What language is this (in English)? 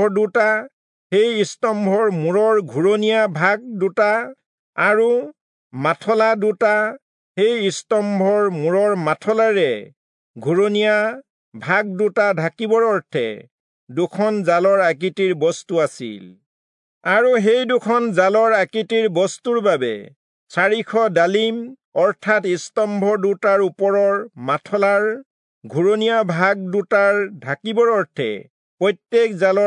Assamese